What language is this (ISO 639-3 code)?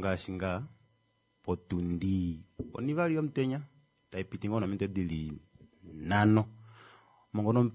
kua